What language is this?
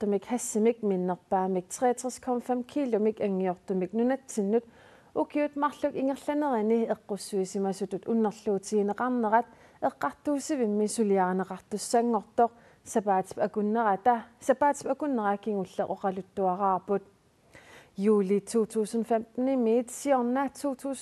Kalaallisut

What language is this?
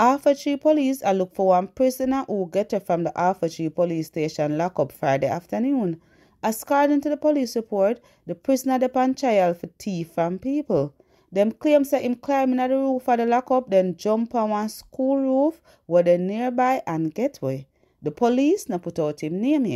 Jamaican Creole English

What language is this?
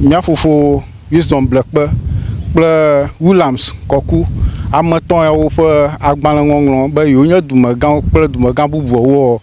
Ewe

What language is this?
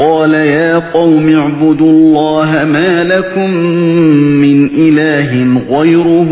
Uyghur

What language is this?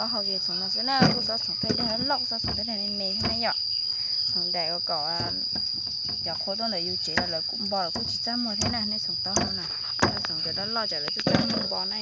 Hmong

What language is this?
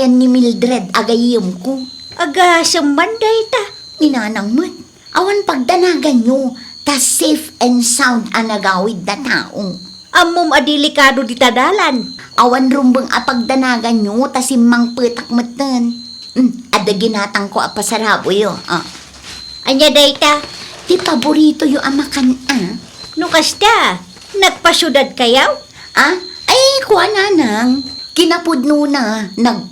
Iloko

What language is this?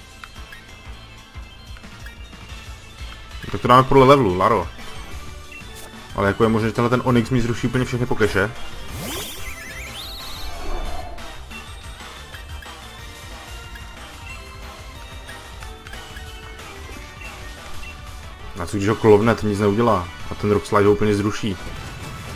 Czech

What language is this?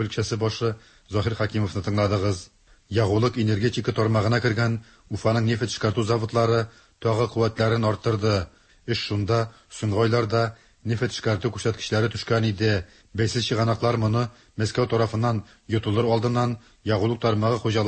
Tatar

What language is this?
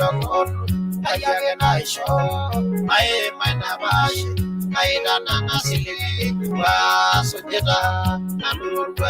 Masai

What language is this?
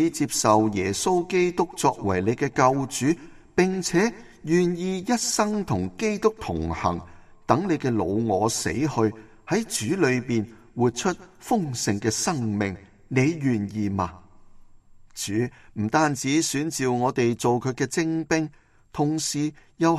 Cantonese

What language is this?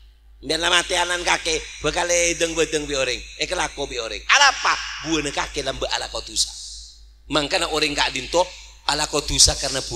Madurese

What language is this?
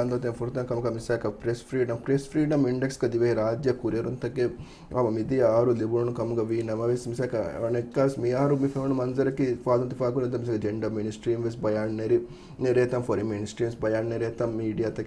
Divehi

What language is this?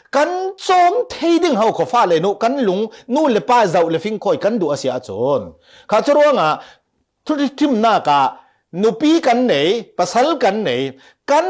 Falam Chin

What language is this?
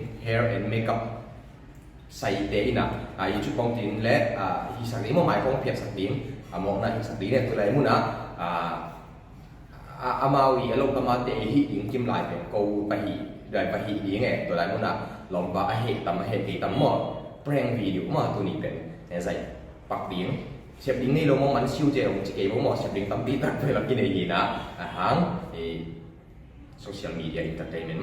Tedim Chin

